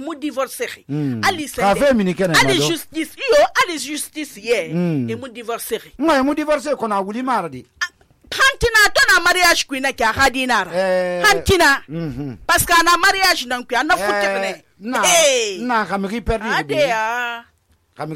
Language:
Susu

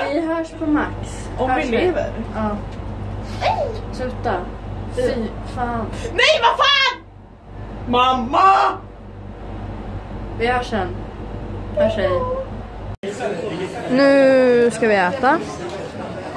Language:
Swedish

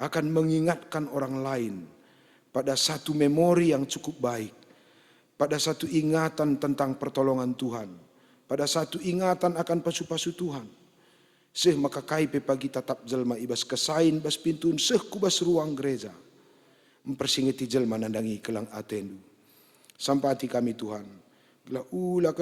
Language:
Batak Karo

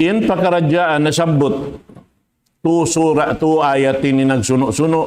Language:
Tausug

